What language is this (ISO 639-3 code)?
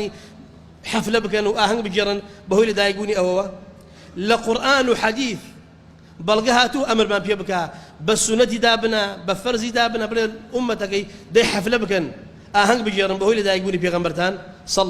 ckb